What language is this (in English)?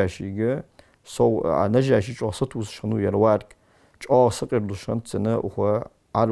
Ingush